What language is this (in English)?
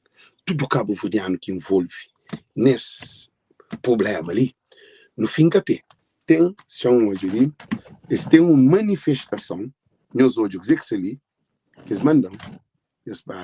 Kabuverdianu